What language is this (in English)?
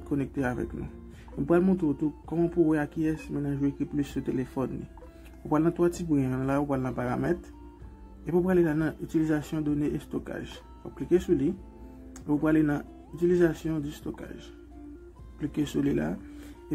Haitian Creole